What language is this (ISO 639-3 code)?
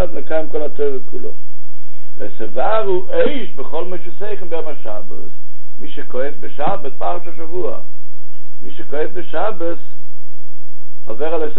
heb